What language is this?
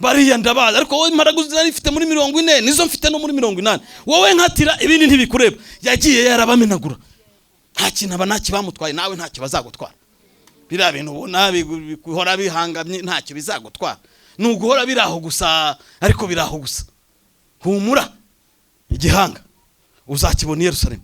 Kinyarwanda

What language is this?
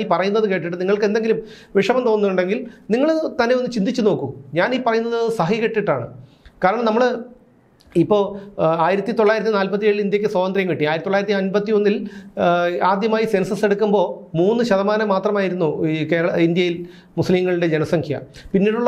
Malayalam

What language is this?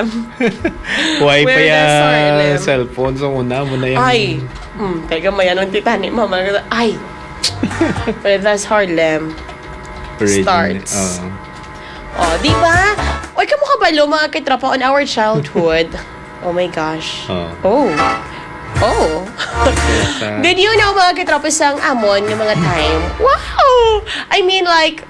Hiligaynon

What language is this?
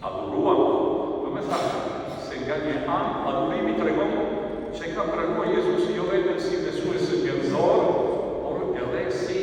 Albanian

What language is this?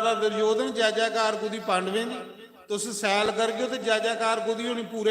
Dogri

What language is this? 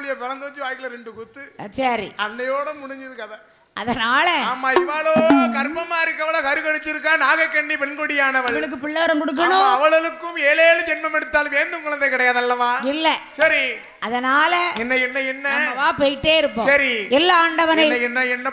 Tamil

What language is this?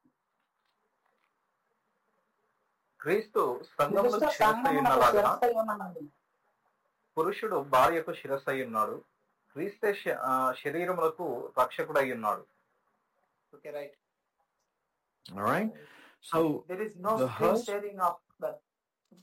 Telugu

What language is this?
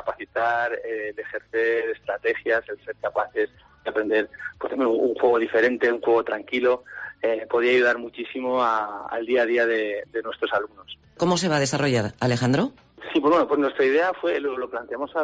Spanish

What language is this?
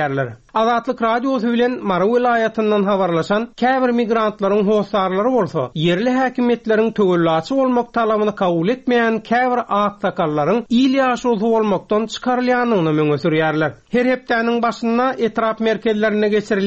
Turkmen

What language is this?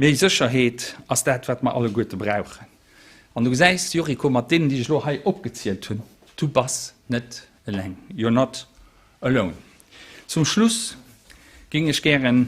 Luxembourgish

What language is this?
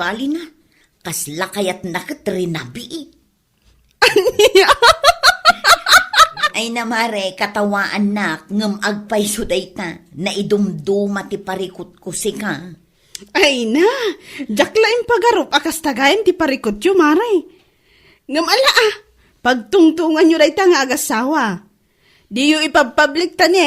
Iloko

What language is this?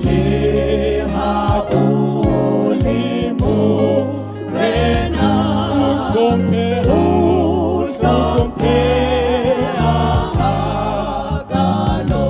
Southern Sotho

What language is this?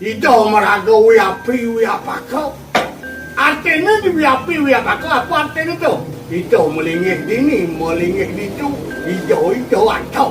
Balinese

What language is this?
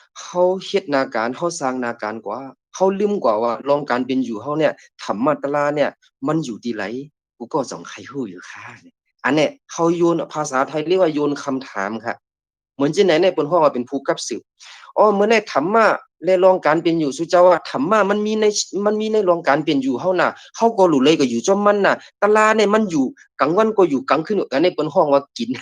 Shan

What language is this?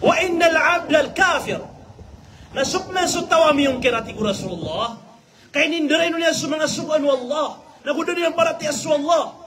Maranao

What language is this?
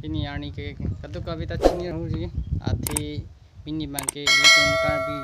Karbi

